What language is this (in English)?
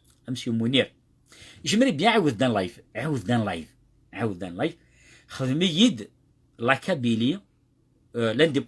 Kabyle